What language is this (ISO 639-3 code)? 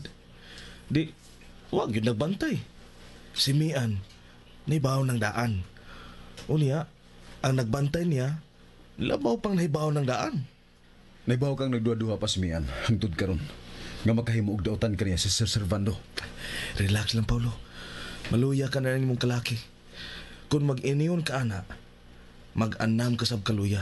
ceb